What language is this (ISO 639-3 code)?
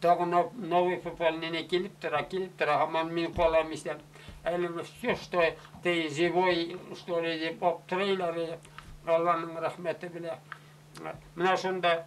bak